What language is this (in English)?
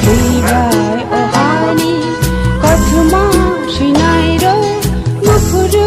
Kok Borok